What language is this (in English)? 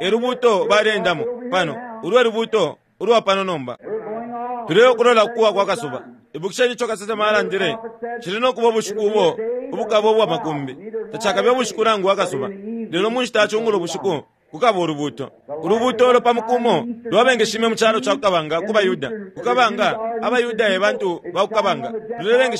Bemba